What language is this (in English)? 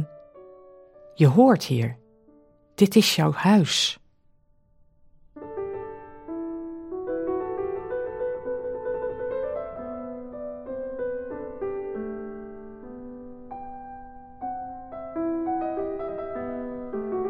Dutch